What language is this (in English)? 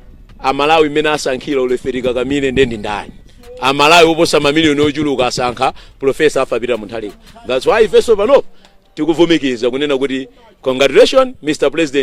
Nyanja